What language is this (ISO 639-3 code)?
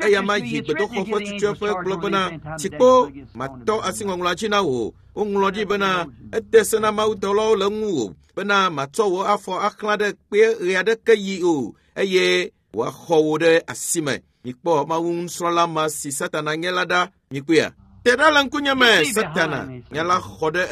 ewe